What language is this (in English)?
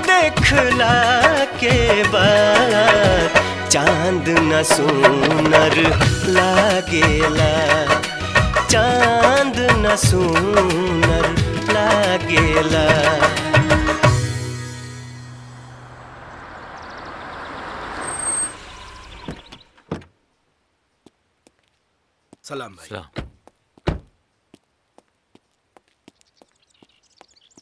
Bhojpuri